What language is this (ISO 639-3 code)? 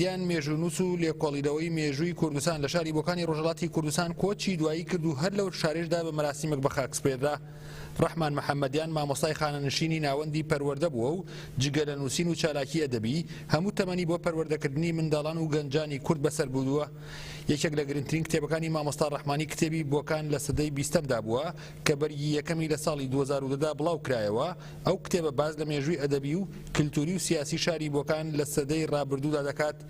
ckb